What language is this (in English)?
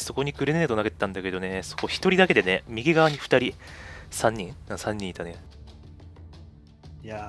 Japanese